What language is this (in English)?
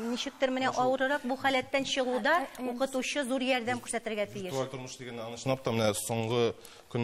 Tatar